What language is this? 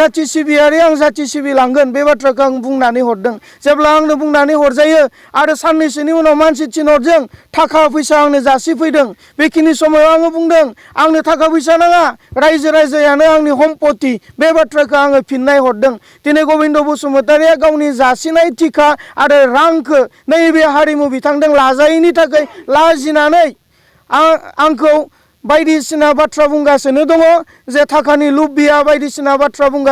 Bodo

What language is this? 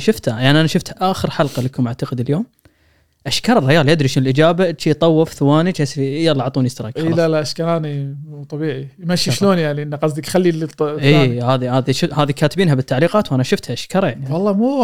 Gulf Arabic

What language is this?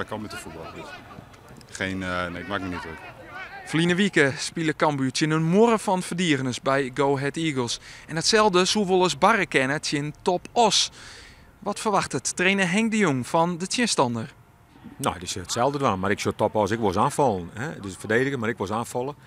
Western Frisian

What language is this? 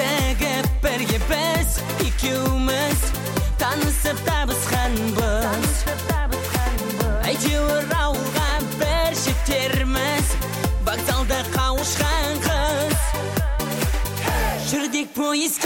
Kazakh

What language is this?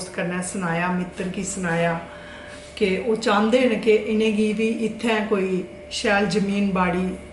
Dogri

